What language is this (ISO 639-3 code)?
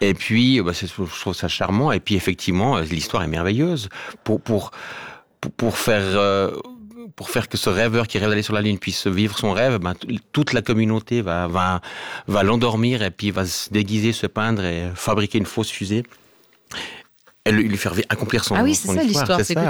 fra